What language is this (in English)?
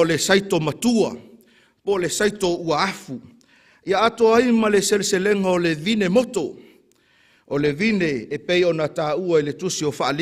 Samoan